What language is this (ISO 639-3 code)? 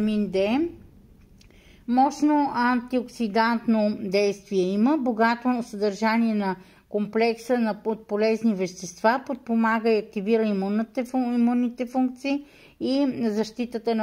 bul